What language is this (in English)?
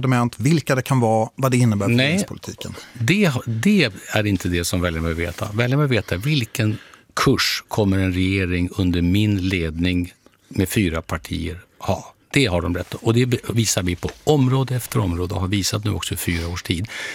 Swedish